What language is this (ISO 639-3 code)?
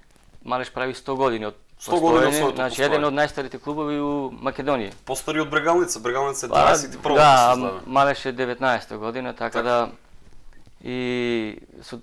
mkd